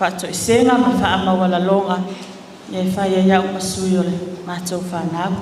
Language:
Samoan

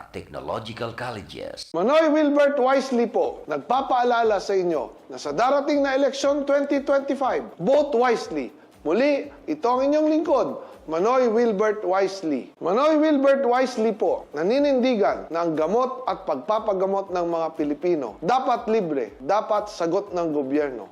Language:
Bikol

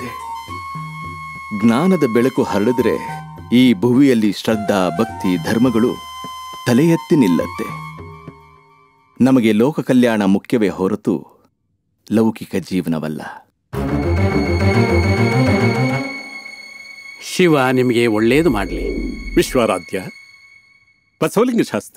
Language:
Kannada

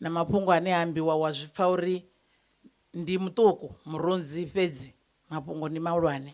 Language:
Venda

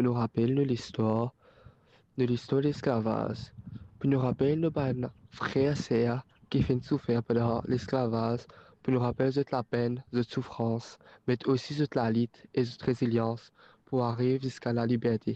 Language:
Morisyen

